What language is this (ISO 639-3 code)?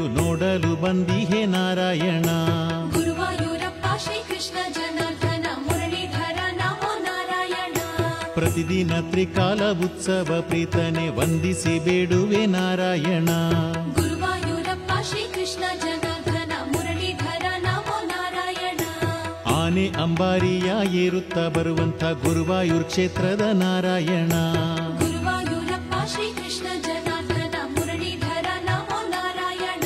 kan